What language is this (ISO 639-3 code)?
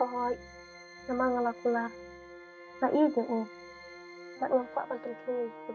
kha